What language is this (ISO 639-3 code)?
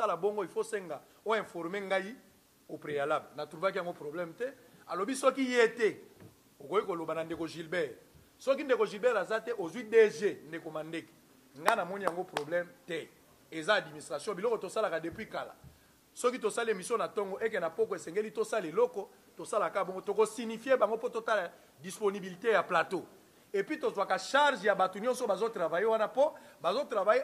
lin